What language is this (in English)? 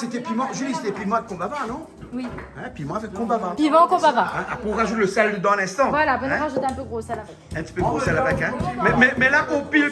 Réunion Creole French